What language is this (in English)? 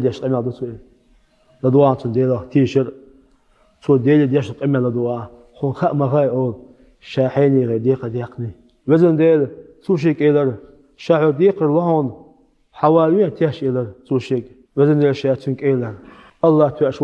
Chechen